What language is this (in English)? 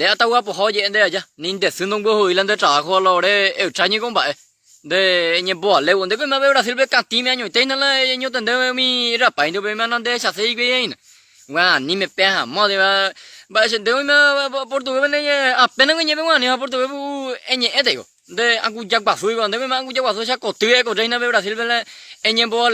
Guarani